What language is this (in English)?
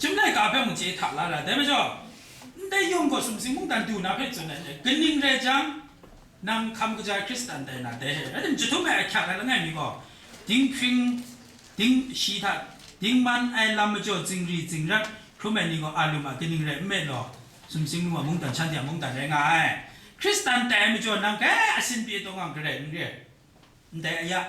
Kachin